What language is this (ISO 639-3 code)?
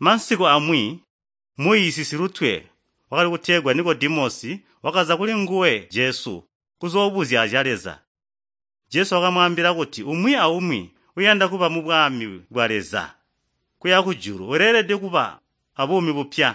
toi